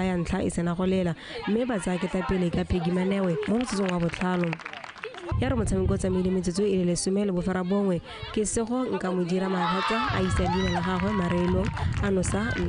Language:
Tswana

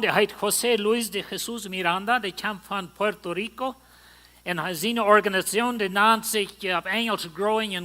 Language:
Plautdietsch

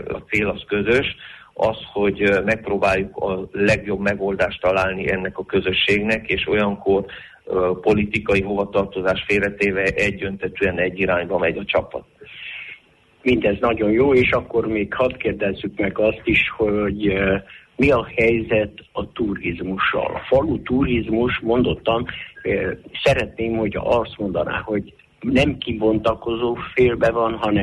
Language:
Hungarian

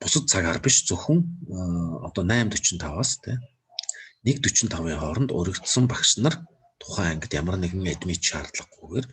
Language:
Mongolian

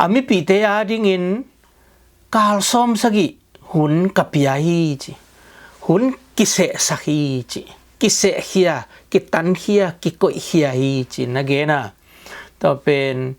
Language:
Tedim Chin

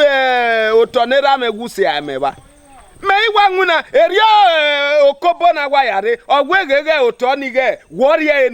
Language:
Bini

